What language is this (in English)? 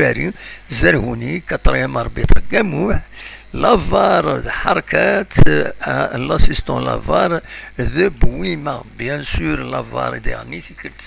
Kabyle